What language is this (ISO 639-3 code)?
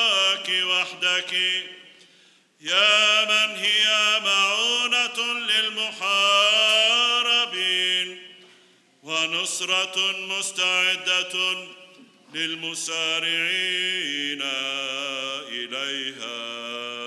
ara